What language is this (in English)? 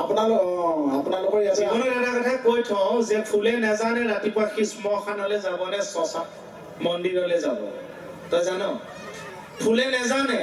Assamese